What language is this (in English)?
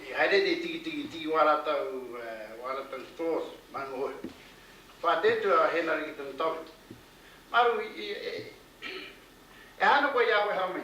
Māori